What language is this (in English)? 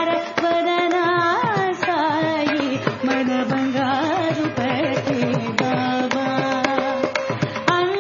Telugu